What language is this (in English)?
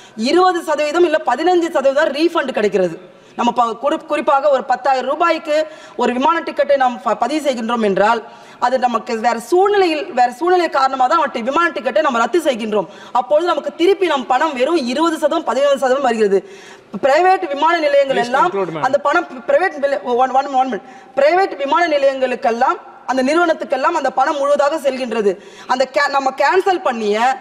Tamil